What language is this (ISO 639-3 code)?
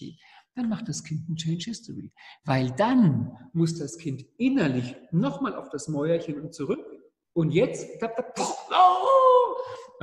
deu